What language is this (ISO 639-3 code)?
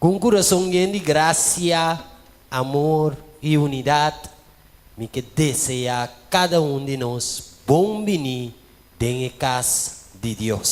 pap